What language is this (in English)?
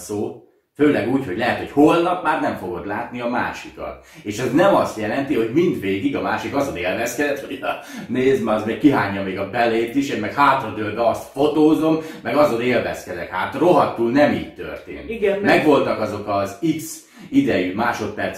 Hungarian